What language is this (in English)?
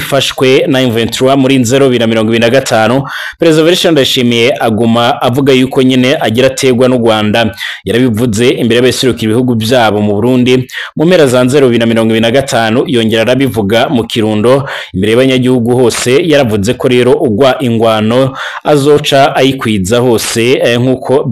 Rundi